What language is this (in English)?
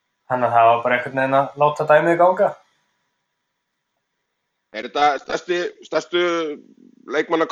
Icelandic